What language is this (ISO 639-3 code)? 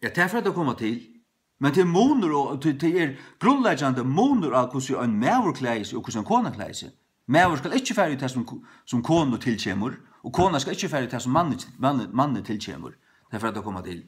fao